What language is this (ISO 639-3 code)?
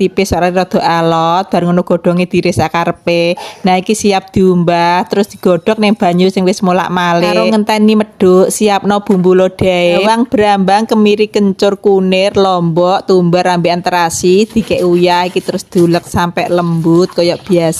jav